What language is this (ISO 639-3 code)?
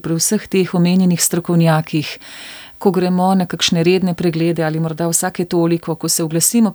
slv